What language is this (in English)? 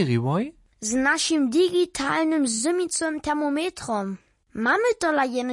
Upper Sorbian